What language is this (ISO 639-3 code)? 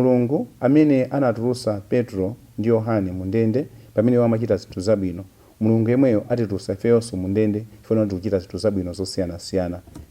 nya